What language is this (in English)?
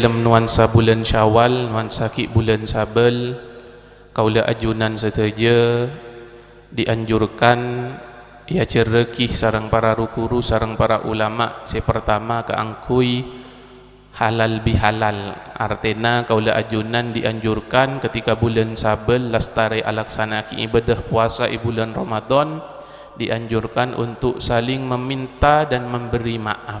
Madurese